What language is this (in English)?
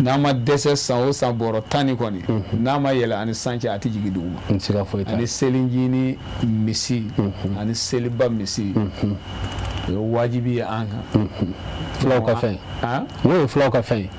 Bambara